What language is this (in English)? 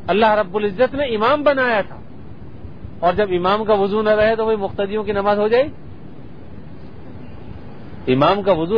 Urdu